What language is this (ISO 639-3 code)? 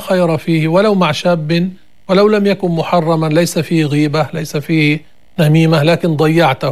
apc